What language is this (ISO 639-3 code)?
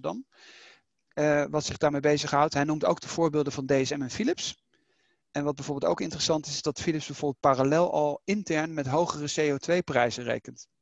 nld